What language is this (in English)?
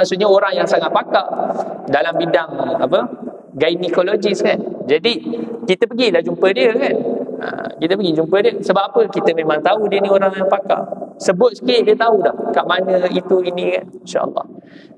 Malay